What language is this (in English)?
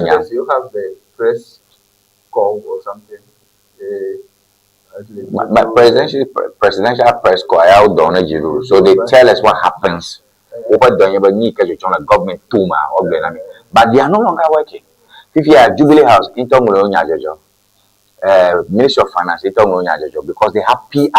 Ewe